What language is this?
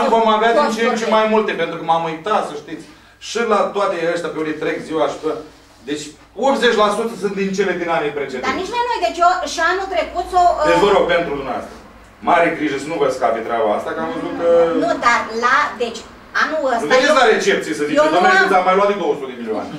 Romanian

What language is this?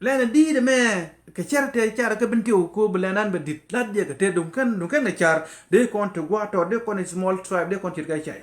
Nuer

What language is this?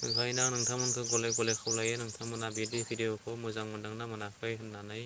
Bodo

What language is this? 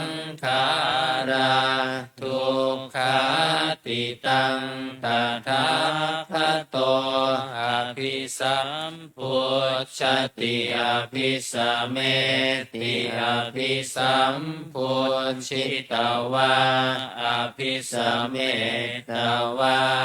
Pali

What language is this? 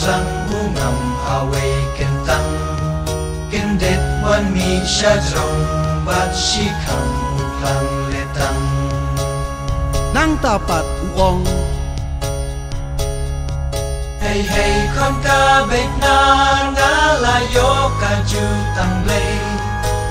Khasi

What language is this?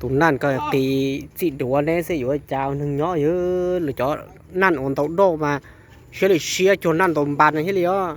Hmong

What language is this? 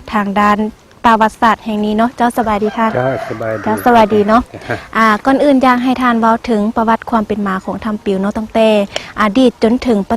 Lao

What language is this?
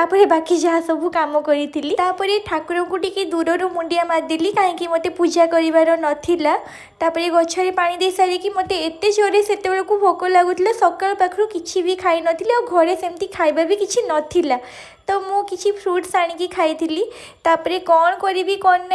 Odia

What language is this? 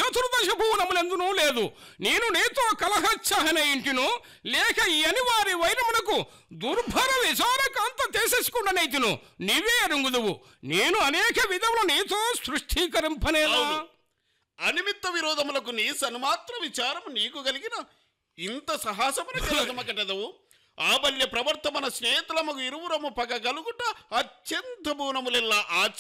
Telugu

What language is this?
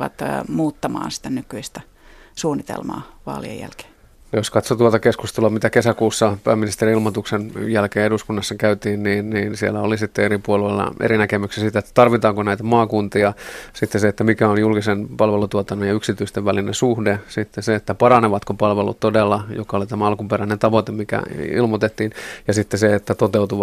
Finnish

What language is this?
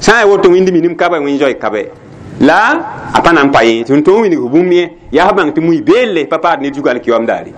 Mossi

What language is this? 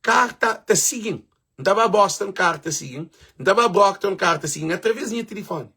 Kabuverdianu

